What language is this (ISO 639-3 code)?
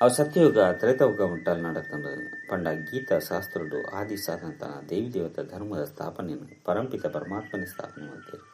tcy